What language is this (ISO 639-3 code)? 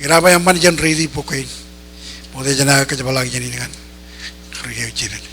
mah